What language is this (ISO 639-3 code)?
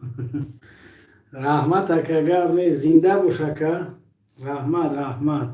tgk